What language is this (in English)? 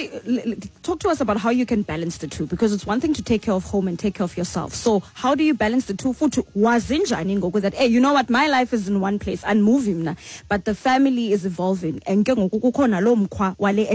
Xhosa